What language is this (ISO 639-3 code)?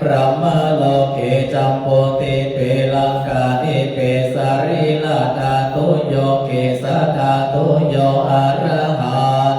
pli